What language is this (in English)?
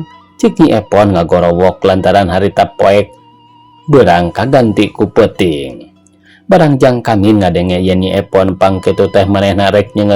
Sundanese